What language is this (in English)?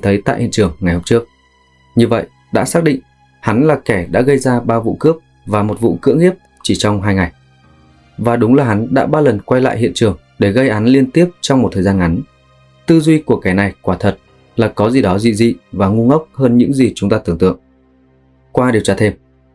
Vietnamese